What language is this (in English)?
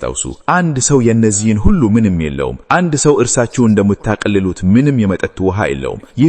Amharic